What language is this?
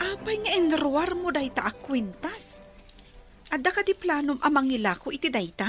Iloko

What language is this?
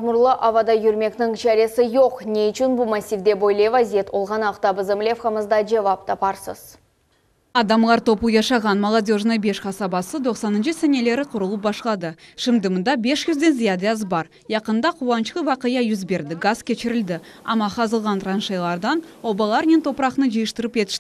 Crimean Tatar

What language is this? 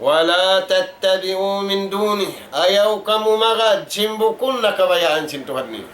Tausug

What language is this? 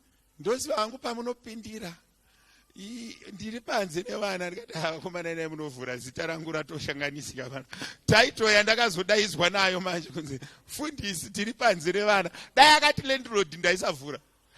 Shona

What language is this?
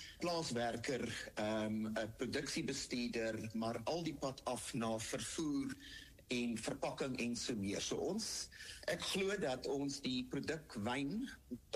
Afrikaans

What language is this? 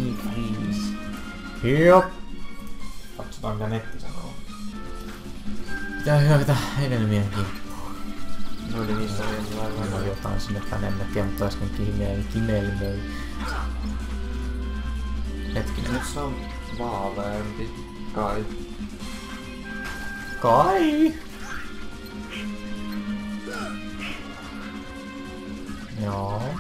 Finnish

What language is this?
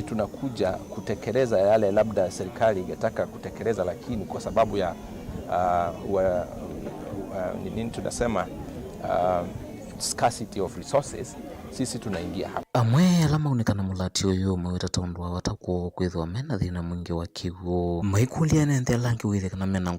Kamba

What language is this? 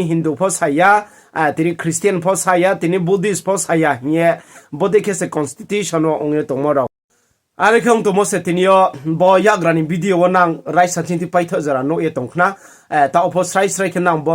Riang (India)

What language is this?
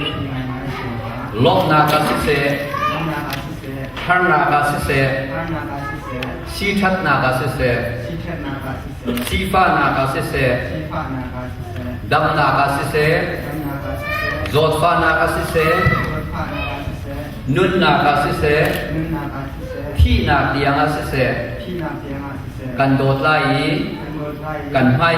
Hakha Chin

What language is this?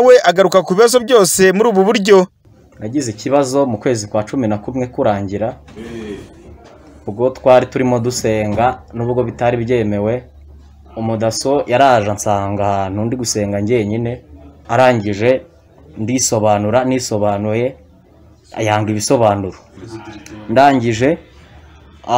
Kinyarwanda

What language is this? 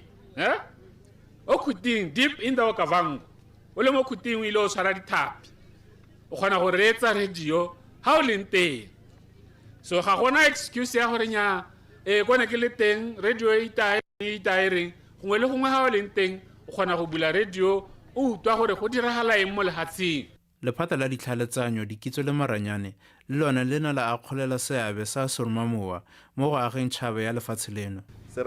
Tswana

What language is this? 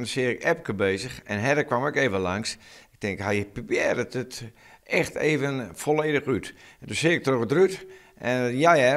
Western Frisian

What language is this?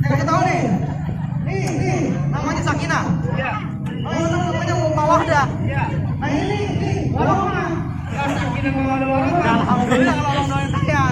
Betawi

